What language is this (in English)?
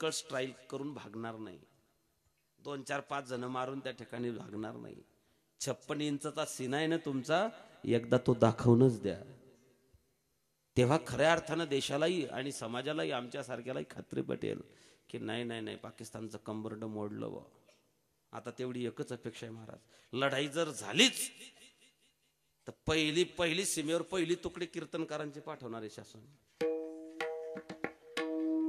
Marathi